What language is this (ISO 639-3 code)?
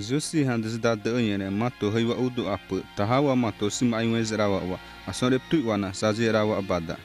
xav